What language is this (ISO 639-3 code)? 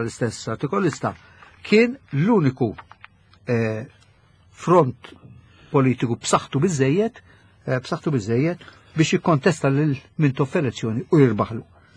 mlt